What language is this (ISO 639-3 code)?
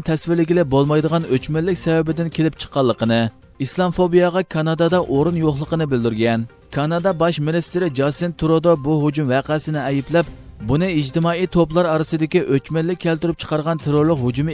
uig